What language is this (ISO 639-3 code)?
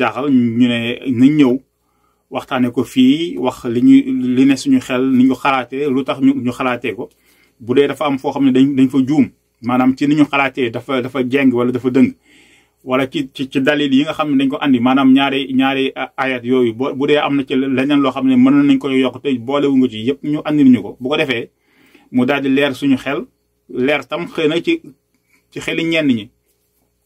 wol